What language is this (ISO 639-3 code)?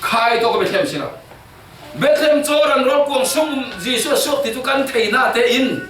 cfm